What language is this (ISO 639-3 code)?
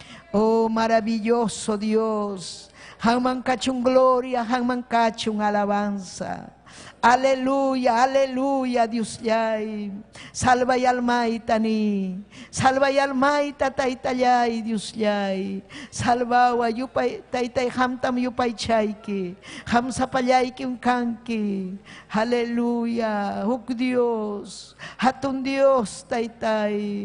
quy